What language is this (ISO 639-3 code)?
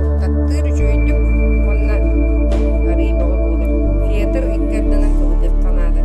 sah